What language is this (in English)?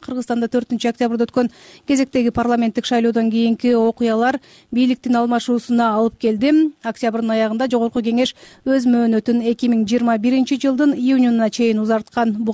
Kyrgyz